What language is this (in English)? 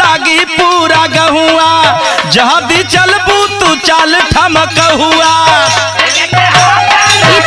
Bhojpuri